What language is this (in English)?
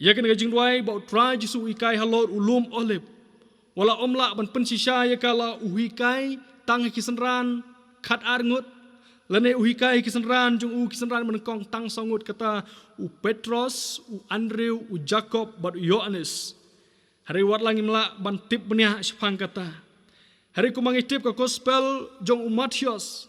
Khasi